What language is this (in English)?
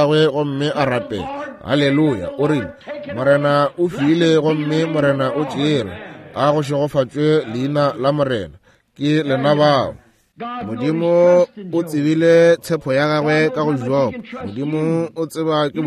Northern Sotho